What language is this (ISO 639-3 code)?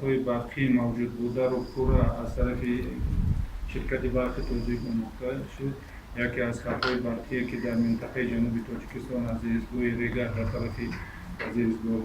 tgk